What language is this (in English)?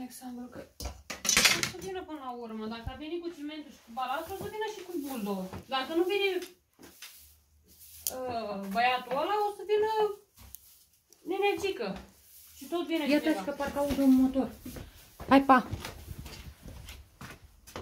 Romanian